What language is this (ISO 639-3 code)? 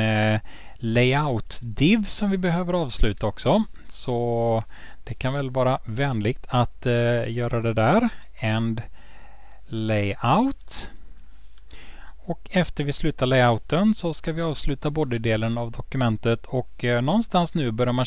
swe